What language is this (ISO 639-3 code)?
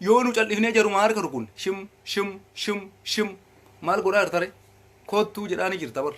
orm